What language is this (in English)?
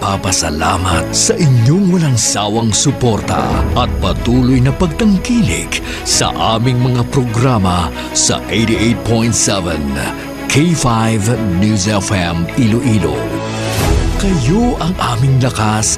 Hiligaynon